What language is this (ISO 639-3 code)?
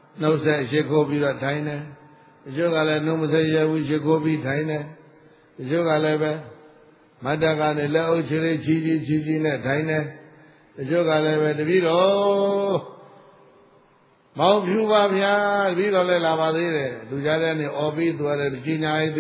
mya